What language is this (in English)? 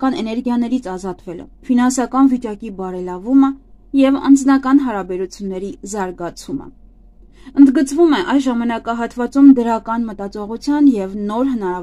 Armenian